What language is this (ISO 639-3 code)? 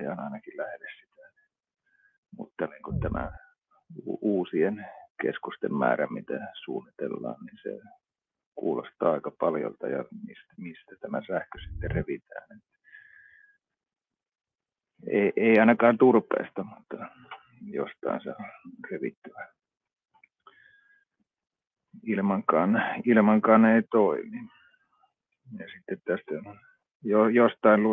fin